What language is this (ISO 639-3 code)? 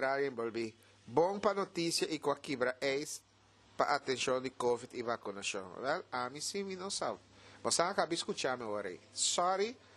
pap